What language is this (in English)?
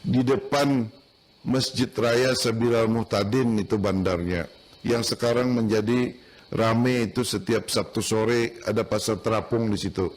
Banjar